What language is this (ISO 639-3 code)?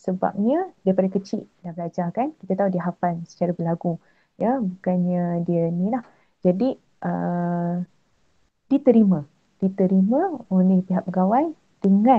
msa